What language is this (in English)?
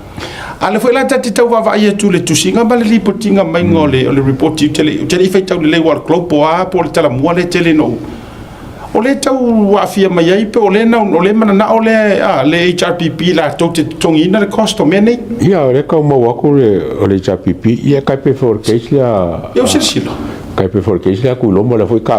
Samoan